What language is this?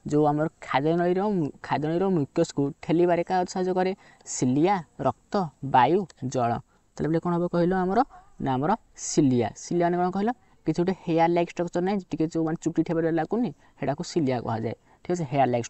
Odia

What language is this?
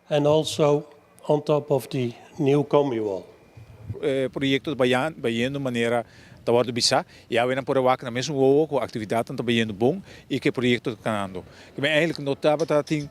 Papiamento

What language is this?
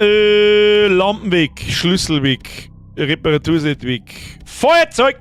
Bavarian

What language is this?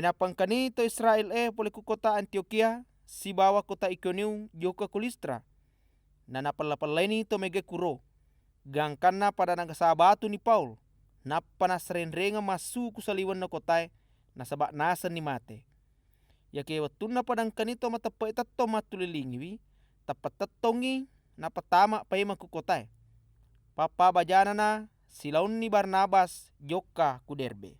Buginese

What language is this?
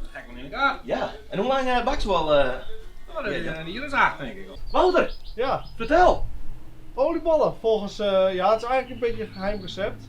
Western Frisian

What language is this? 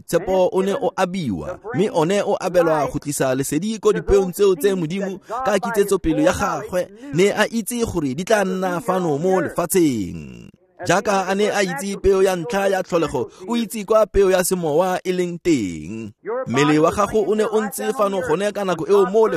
Tswana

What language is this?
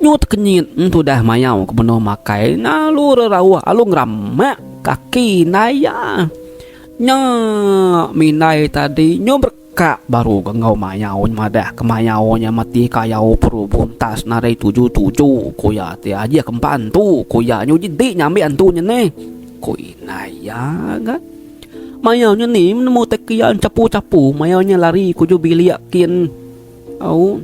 Iban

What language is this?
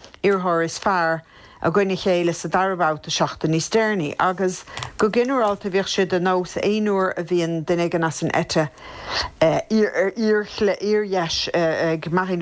Irish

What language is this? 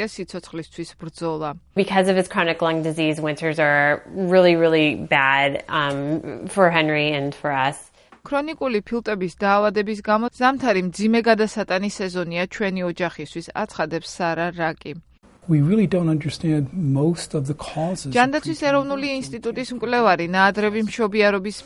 Georgian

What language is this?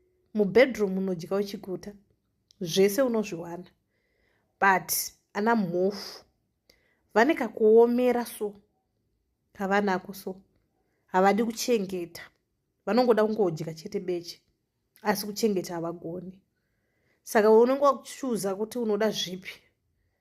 Shona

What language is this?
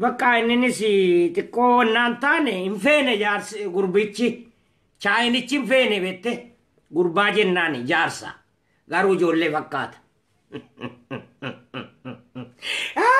Oromo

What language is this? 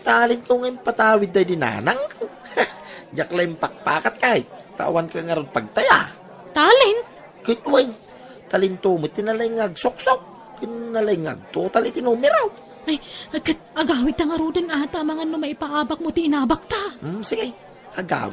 Iloko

